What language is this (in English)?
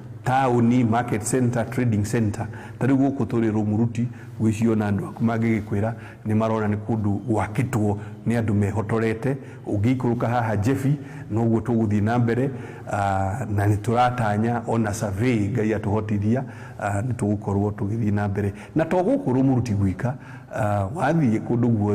Kikuyu